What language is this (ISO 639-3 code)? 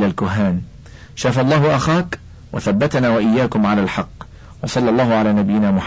ara